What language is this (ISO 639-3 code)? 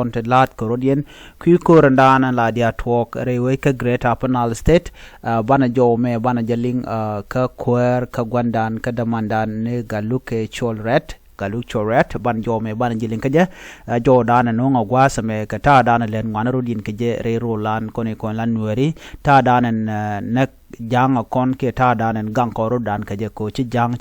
nus